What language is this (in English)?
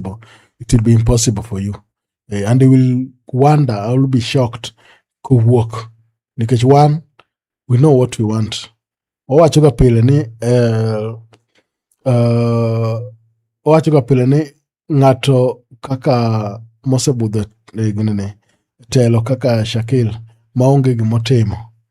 Luo (Kenya and Tanzania)